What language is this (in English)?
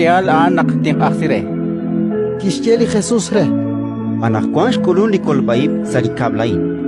Kekchí